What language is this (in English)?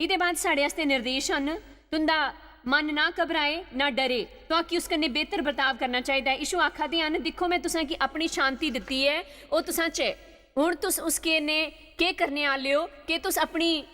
Dogri